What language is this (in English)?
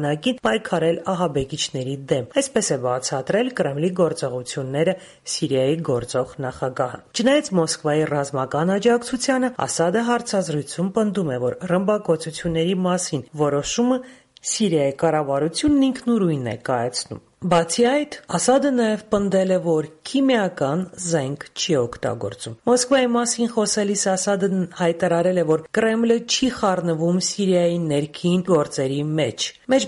Armenian